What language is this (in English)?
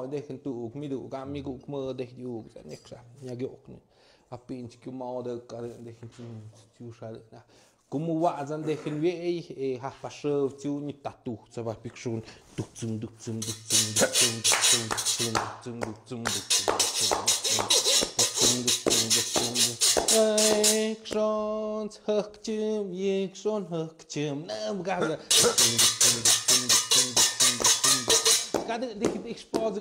Tlahuitoltepec Mixe